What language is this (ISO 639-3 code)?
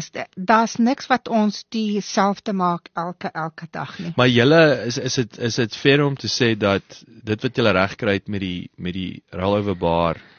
afr